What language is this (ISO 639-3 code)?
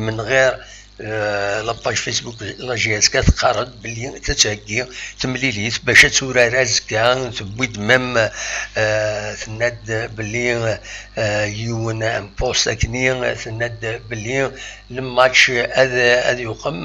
kab